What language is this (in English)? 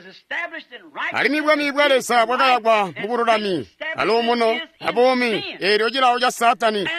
Tonga (Zambia)